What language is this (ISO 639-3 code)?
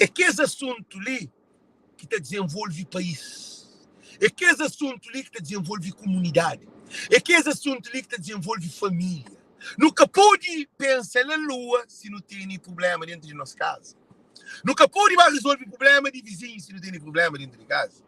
kea